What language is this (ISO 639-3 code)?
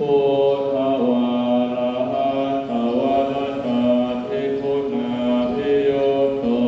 pli